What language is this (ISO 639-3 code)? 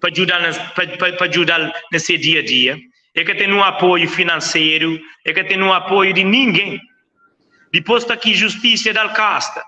kea